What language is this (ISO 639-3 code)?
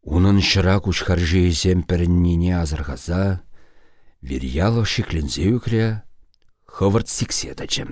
chv